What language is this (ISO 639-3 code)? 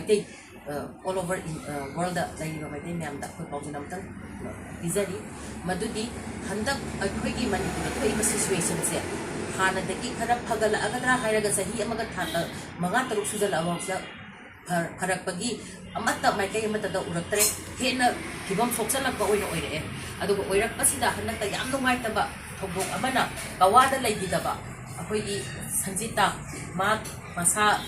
mni